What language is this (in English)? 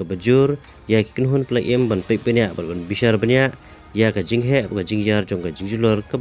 Khasi